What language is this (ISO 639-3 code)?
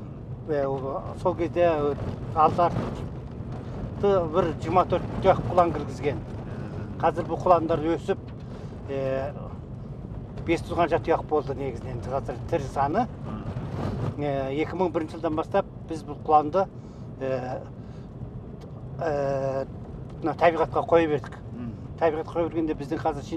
kaz